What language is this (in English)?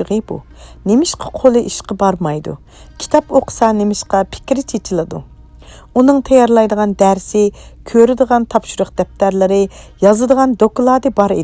Uyghur